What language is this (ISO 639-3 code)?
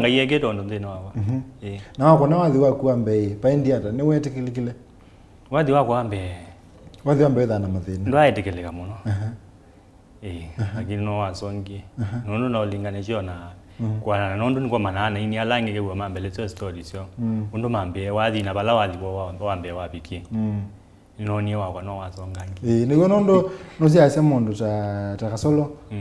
kam